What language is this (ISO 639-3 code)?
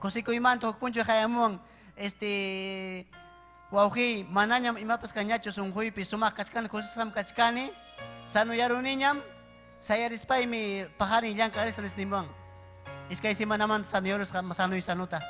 quy